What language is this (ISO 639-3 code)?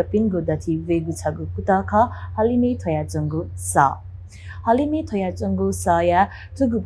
new